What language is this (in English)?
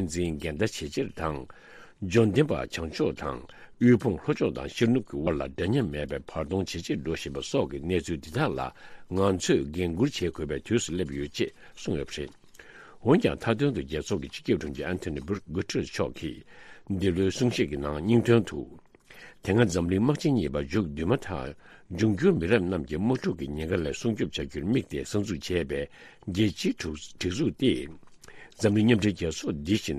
Tibetan